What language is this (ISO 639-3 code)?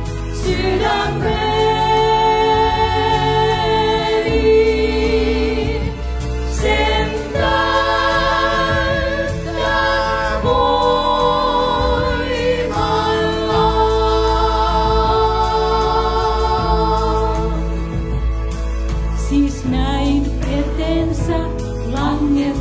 fin